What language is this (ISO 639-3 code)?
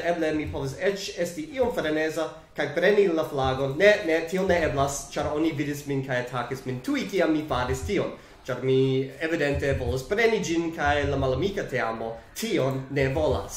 epo